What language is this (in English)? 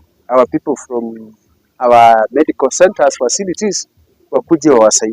Gusii